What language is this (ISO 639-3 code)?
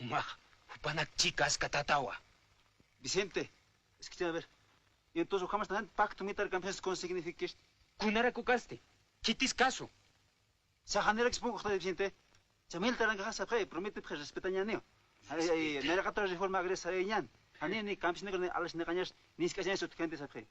aym